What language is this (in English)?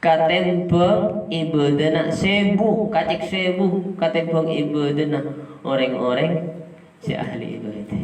Madurese